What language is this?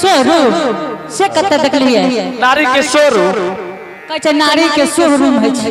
Angika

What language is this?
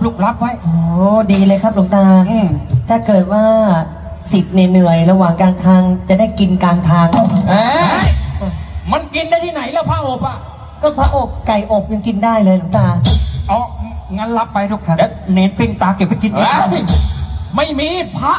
Thai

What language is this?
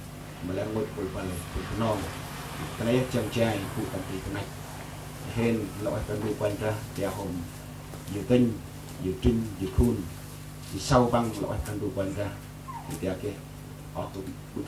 Central Mnong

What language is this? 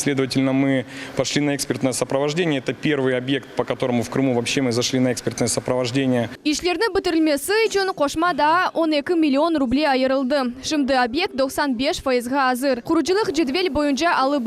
Crimean Tatar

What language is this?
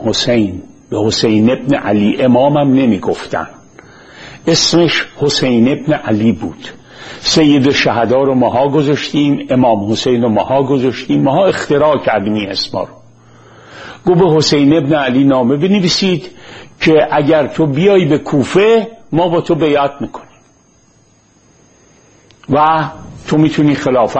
Persian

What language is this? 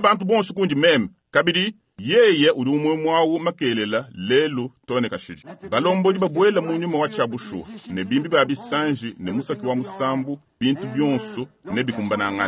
Luba-Lulua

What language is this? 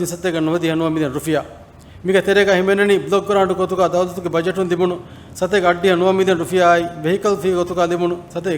Divehi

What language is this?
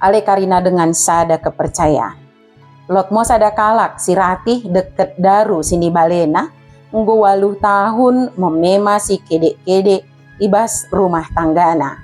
Batak Dairi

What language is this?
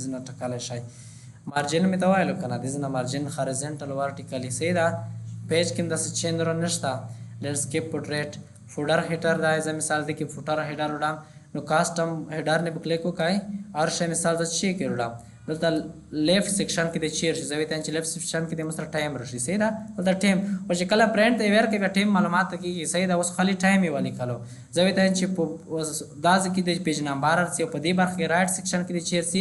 Pashto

